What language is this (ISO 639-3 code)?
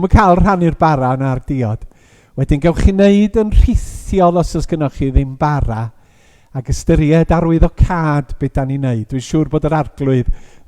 cym